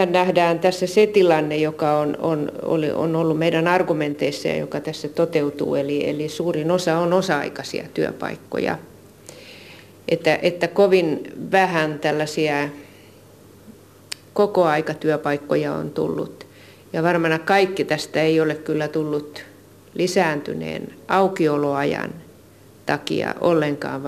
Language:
Finnish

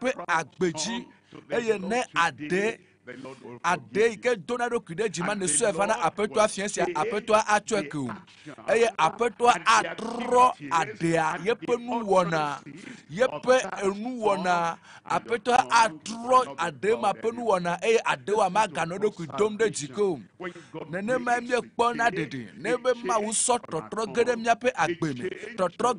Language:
Ewe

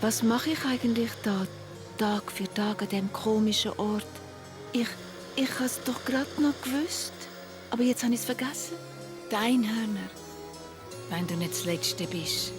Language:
Swiss German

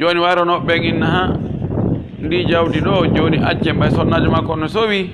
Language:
Pular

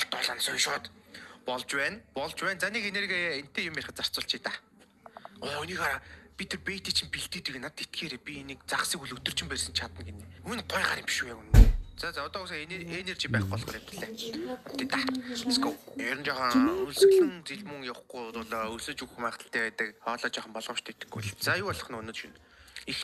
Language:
Mongolian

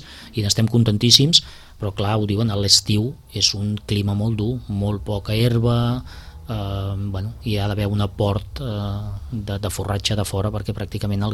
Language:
Catalan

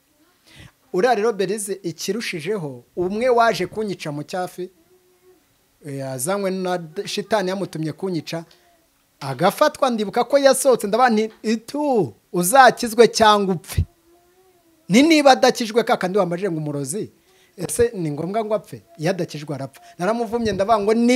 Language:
Kinyarwanda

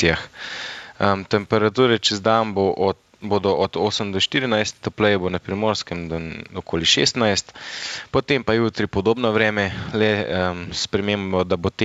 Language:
Slovenian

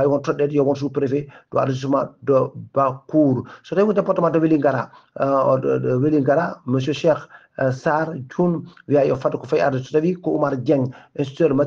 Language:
Fula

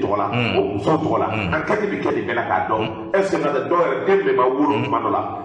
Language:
Bambara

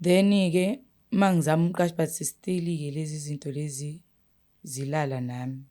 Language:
Zulu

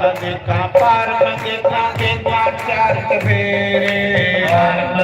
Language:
Dogri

